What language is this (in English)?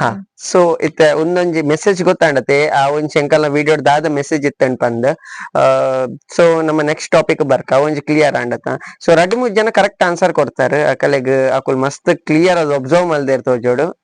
Tulu